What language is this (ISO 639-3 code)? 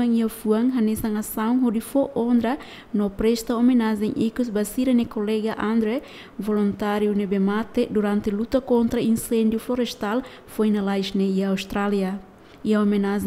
tet